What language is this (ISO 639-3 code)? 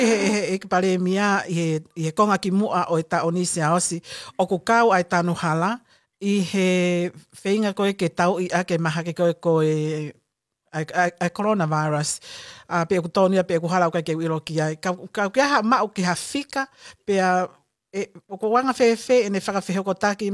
ton